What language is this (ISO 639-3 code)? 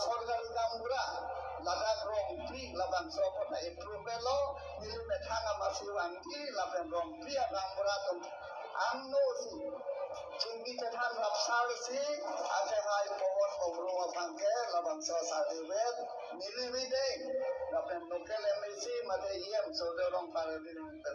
mjw